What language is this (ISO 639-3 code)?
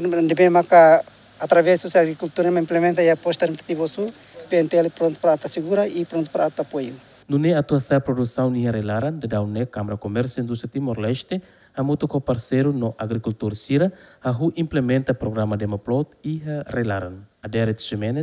tet